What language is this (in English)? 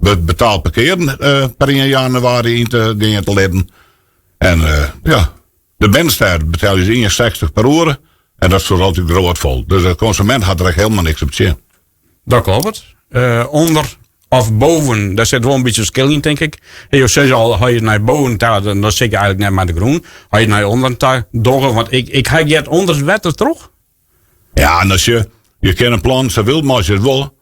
Western Frisian